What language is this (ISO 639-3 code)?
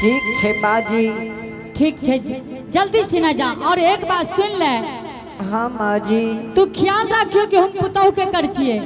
anp